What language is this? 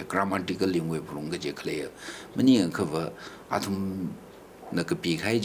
Tangkhul Naga (India)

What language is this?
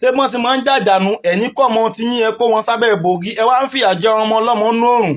Yoruba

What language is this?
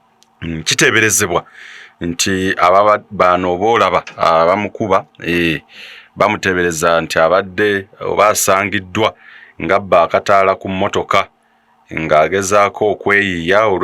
Ganda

